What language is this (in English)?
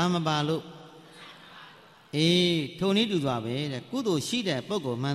Burmese